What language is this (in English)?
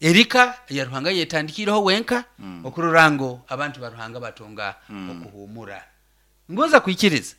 Nyoro